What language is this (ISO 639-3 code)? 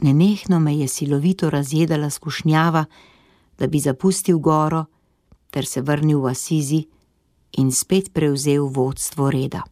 slv